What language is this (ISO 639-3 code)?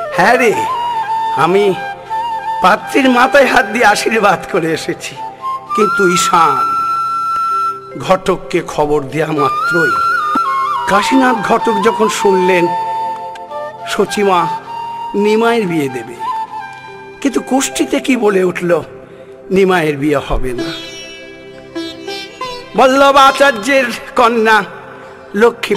ben